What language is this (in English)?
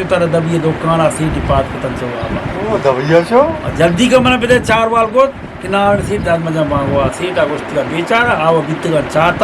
Eastern Balochi